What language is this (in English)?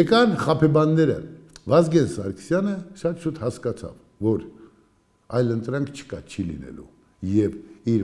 Armenian